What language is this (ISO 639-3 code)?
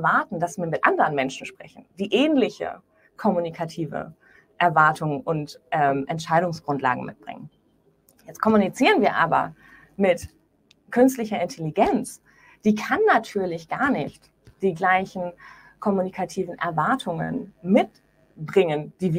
deu